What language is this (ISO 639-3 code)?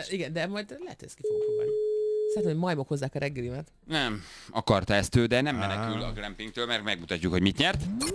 hun